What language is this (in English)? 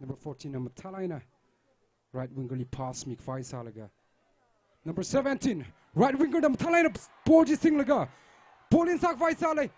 Tangkhul Naga (India)